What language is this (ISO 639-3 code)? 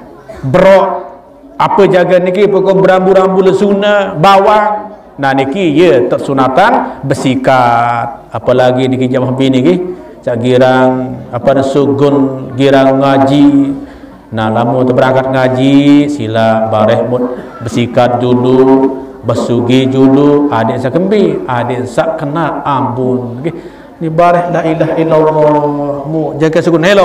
sas